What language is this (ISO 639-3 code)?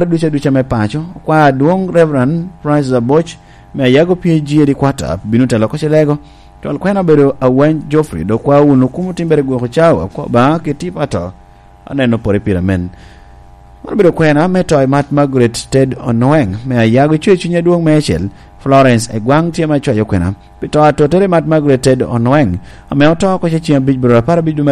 laj